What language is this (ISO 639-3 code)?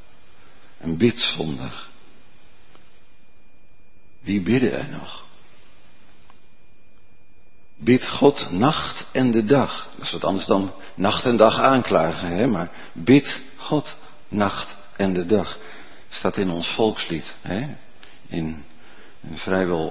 nld